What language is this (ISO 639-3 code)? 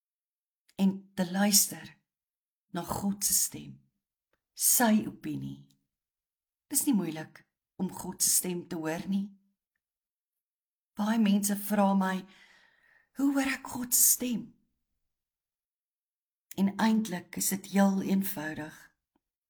afr